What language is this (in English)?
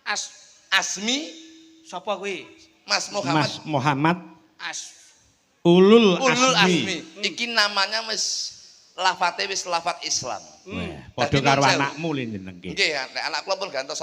Javanese